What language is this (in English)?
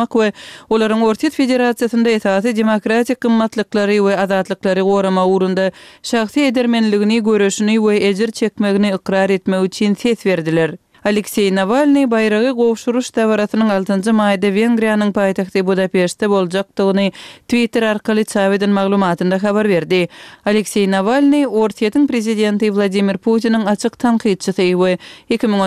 Turkmen